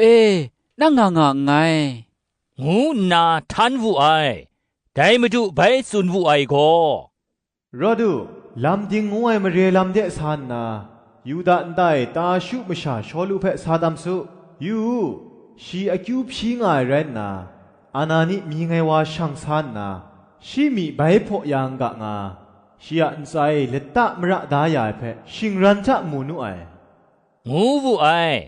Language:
Kachin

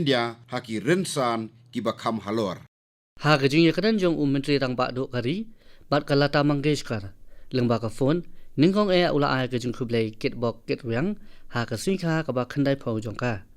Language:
Khasi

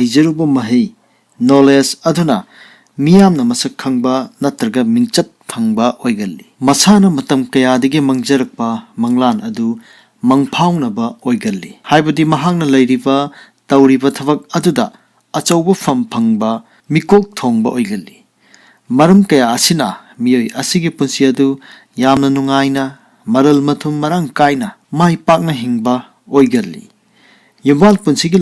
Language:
Manipuri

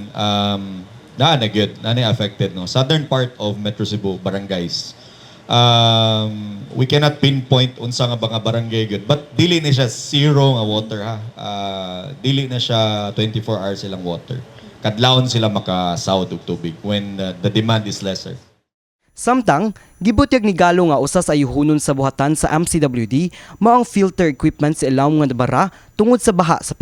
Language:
Cebuano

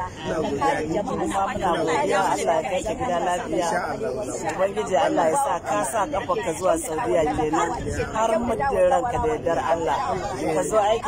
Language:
Hausa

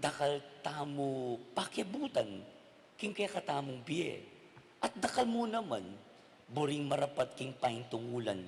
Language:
Pampanga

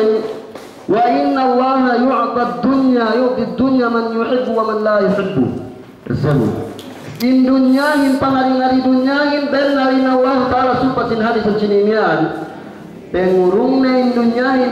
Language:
Yakan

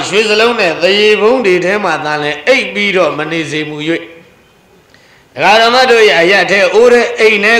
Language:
Burmese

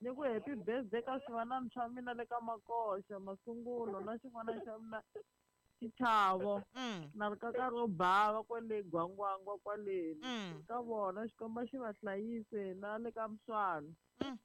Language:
Tsonga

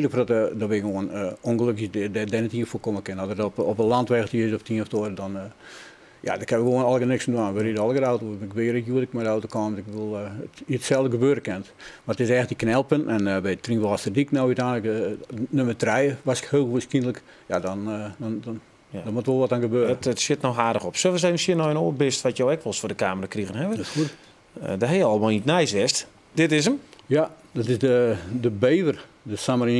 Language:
Western Frisian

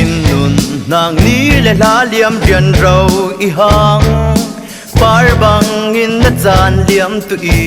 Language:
Falam Chin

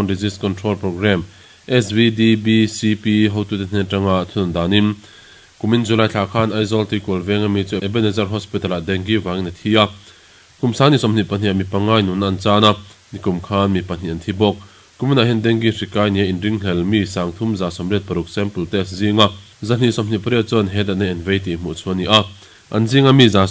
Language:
Mizo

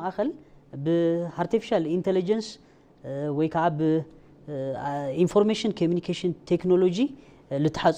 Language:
Tigrinya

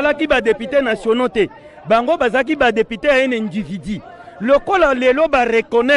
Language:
Lingala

